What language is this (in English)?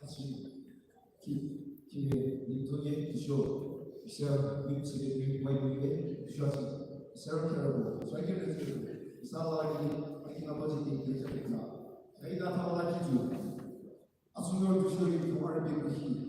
Yimchungru Naga